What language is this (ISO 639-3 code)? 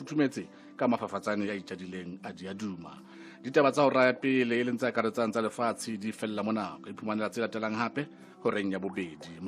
sot